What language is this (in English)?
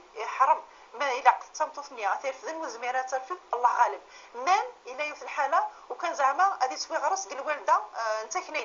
Moroccan Arabic